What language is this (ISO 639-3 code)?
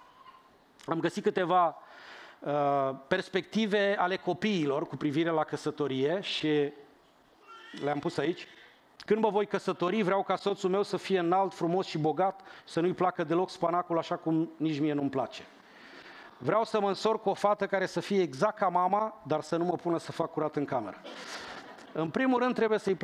ron